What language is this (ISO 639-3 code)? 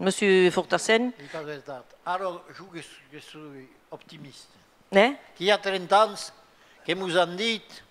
oci